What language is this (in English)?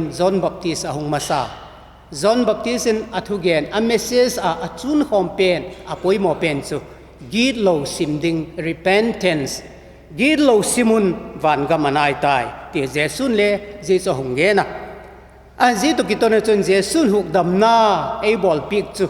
Vaiphei